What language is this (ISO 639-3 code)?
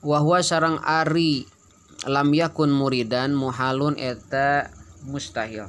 sun